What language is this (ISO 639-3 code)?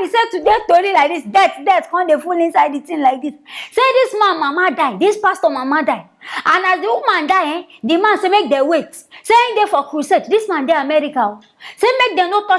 pcm